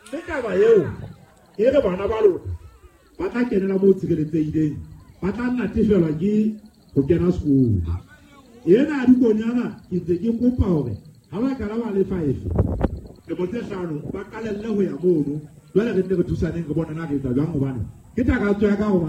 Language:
Southern Sotho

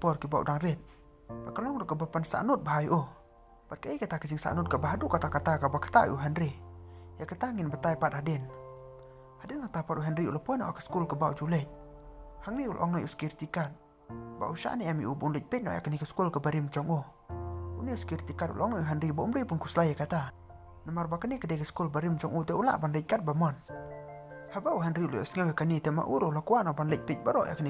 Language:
Khasi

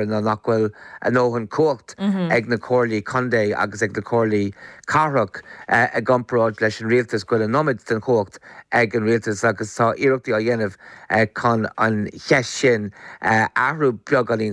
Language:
Irish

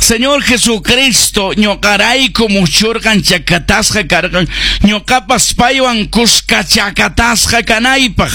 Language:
Quechua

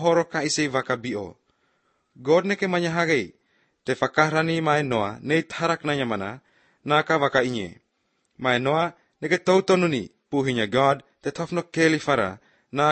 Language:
Slovenian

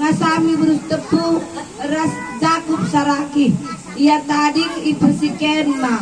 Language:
Batak Karo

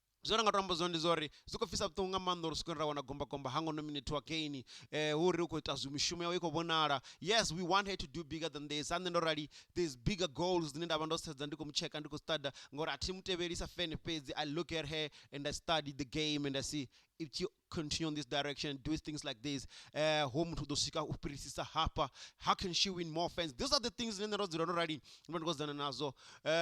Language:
Venda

